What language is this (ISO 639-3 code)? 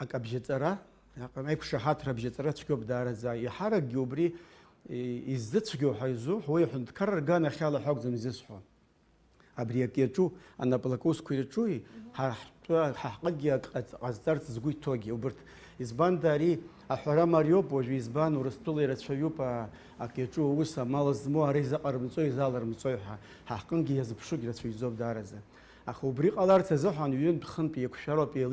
abk